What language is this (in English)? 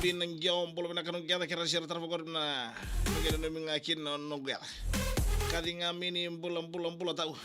Fijian